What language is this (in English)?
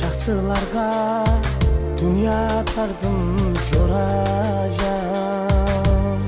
Kara-Kalpak